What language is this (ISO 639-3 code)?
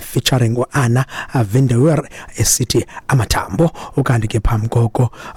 xho